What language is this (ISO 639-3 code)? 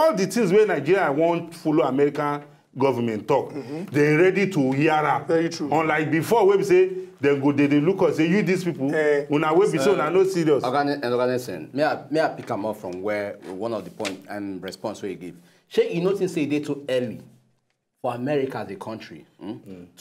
pcm